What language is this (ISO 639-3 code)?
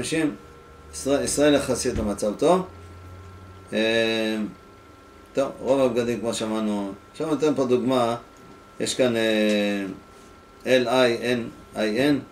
heb